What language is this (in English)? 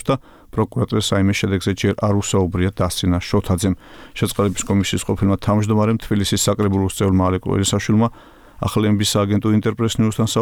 Georgian